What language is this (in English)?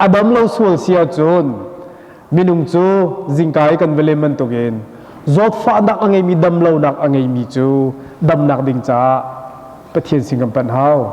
Hakha Chin